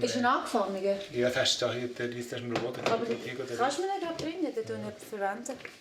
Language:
Swiss German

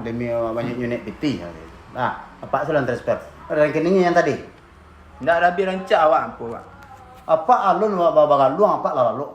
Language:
Minangkabau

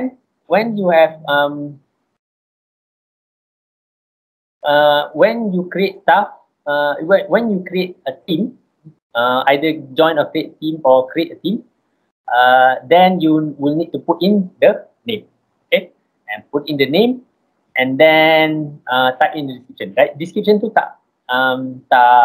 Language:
English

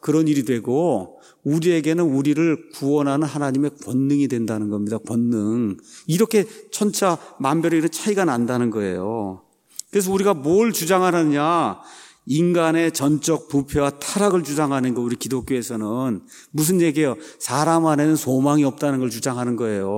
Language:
Korean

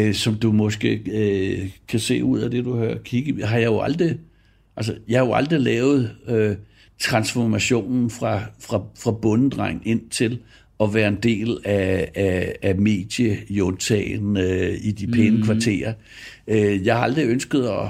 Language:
Danish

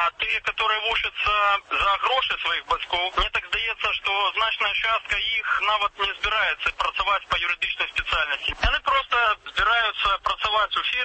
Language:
Belarusian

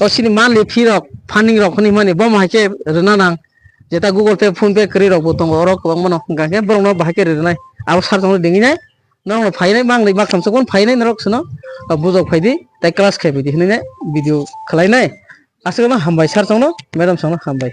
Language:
Kok Borok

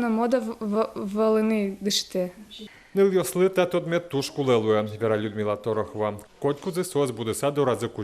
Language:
Udmurt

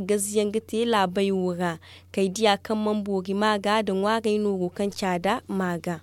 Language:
Zarma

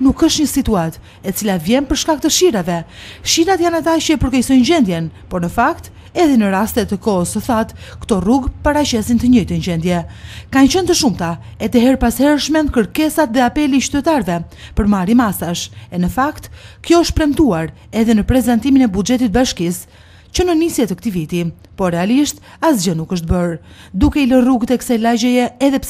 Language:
Albanian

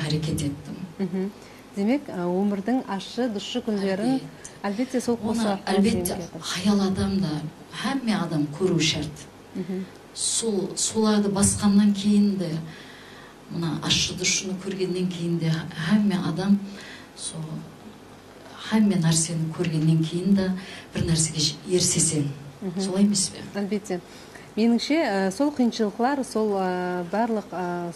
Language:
Kara-Kalpak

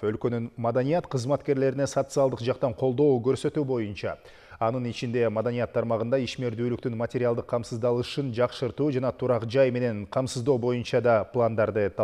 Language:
Kyrgyz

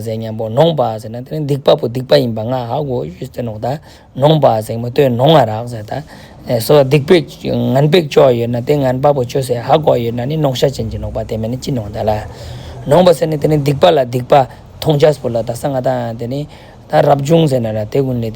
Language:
Ladakhi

